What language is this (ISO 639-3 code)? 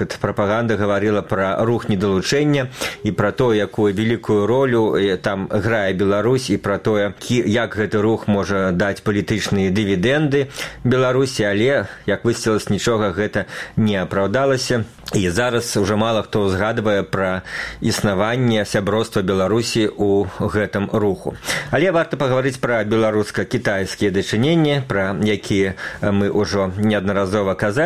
bel